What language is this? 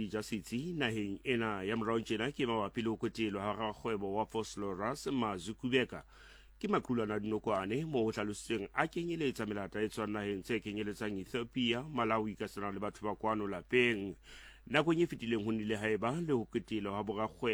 Southern Sotho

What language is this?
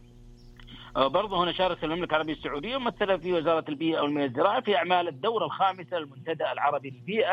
Arabic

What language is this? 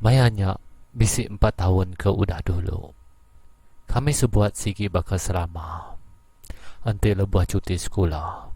Iban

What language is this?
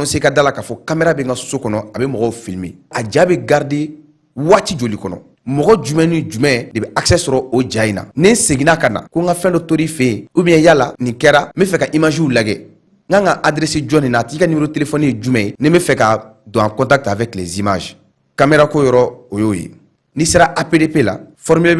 Bambara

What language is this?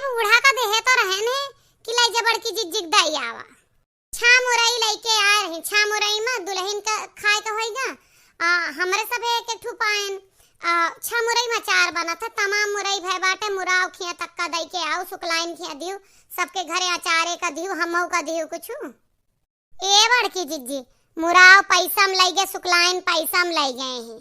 Awadhi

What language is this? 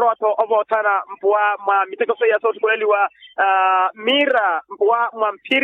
Makhuwa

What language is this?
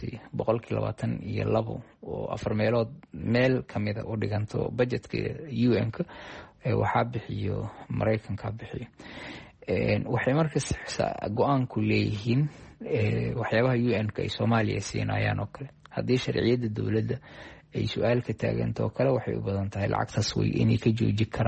Somali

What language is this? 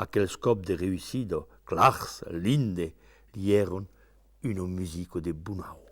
Occitan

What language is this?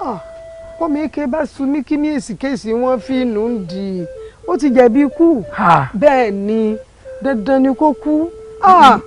Yoruba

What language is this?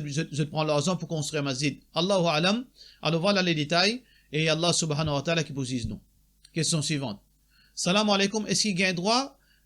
Morisyen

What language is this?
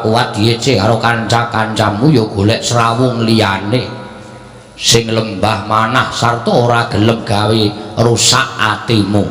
Javanese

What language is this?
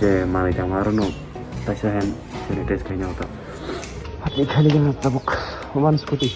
Kok Borok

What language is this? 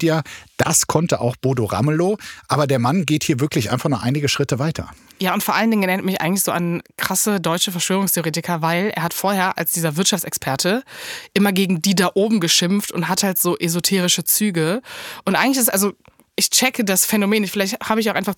German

